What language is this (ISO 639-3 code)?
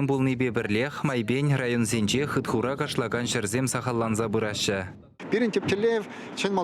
chv